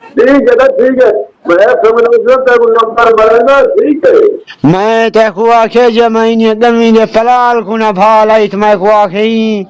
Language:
Saraiki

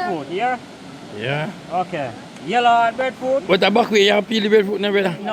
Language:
Jamaican Creole English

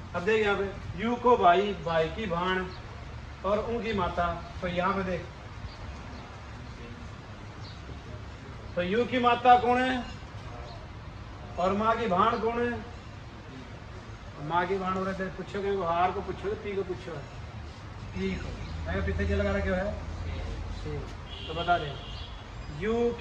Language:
Hindi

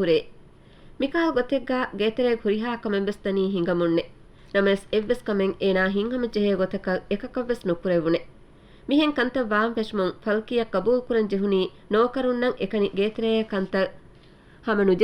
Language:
Divehi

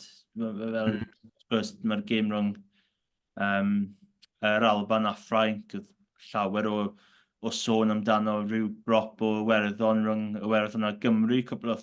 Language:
Welsh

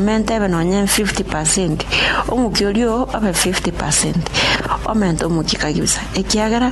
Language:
Gusii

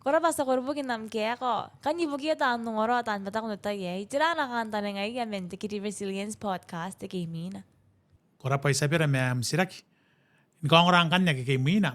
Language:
Gilbertese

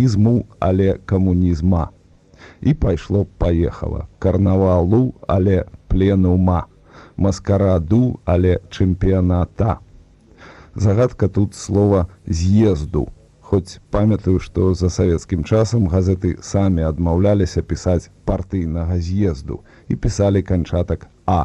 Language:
Belarusian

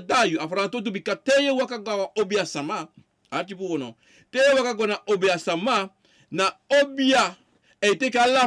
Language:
Sranan Tongo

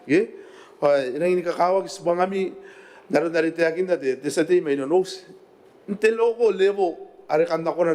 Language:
Gilbertese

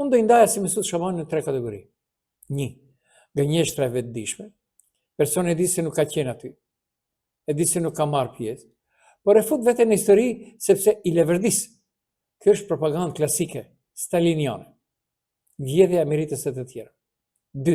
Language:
Albanian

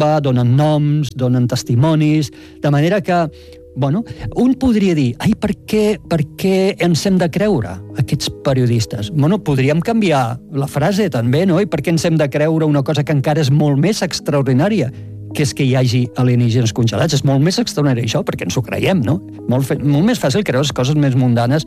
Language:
Catalan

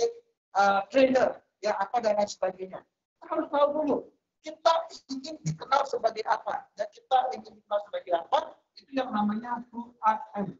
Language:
Indonesian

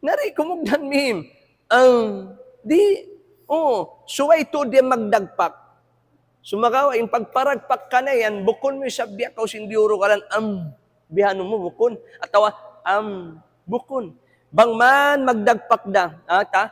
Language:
Tausug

